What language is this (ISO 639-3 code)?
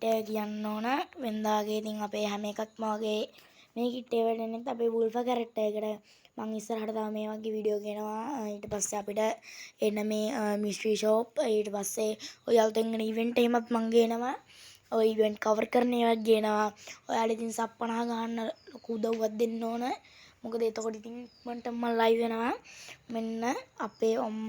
sin